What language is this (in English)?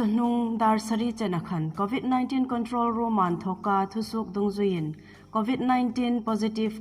Hmar